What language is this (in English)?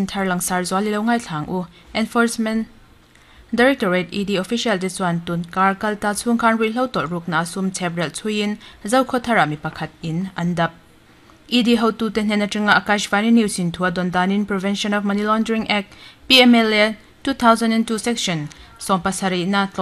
Mizo